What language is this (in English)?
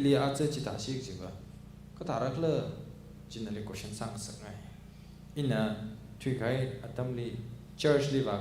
Tangkhul Naga (India)